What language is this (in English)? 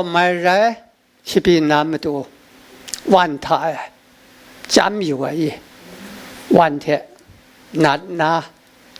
Kachin